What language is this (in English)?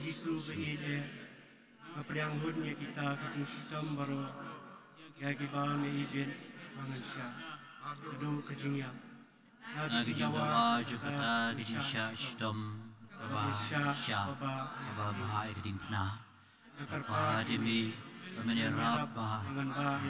Khasi